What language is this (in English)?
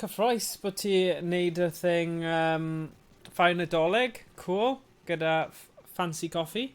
Welsh